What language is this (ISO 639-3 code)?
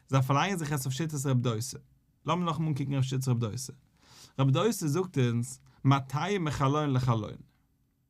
yid